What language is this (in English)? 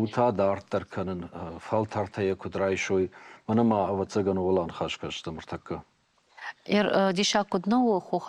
Ossetic